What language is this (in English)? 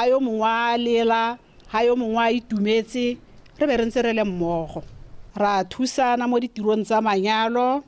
Tswana